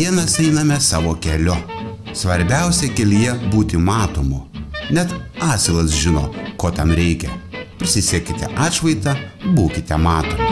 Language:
Lithuanian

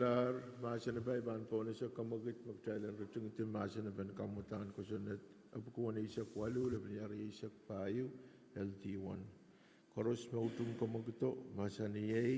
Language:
Pohnpeian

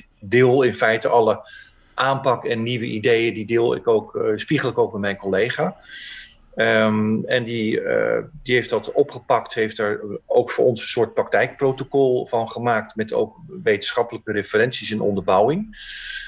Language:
Dutch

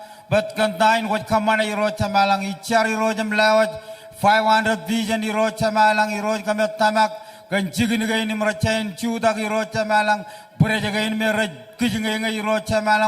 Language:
Marshallese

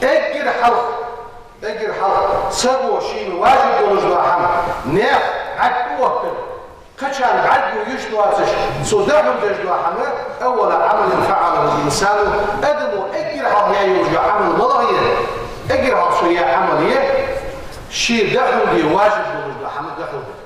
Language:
Ingush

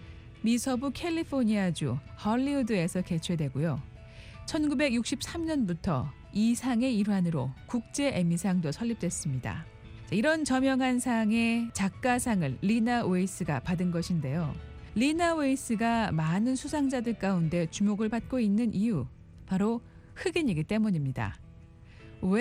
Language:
Korean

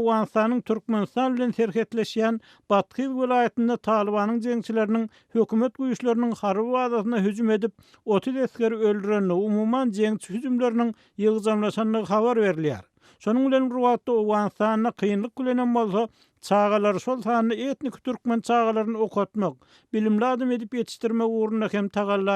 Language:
Turkmen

